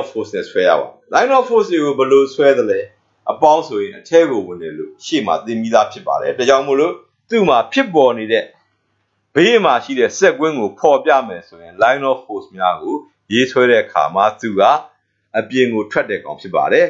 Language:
Burmese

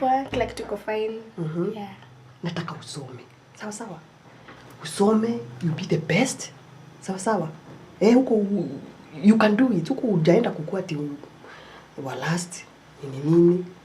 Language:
Swahili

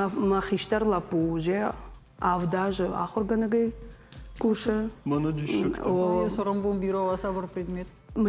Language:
Ossetic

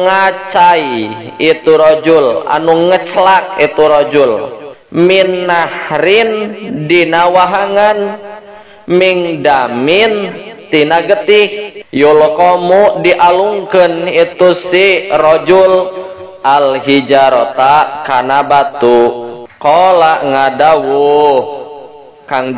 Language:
Sundanese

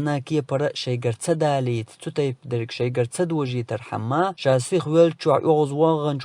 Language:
Chechen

